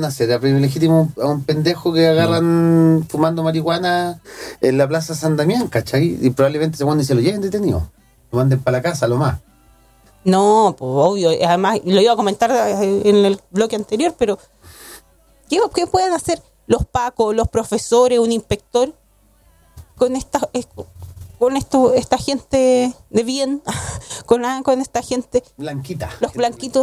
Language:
Spanish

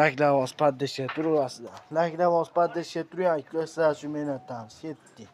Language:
Uzbek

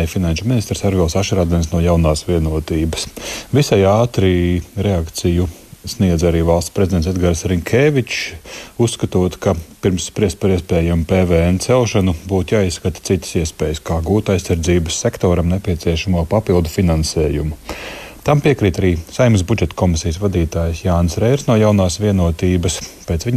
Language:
Latvian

